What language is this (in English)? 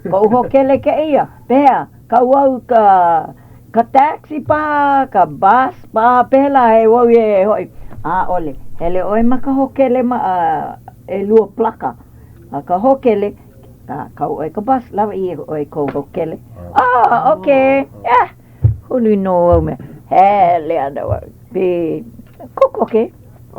Hawaiian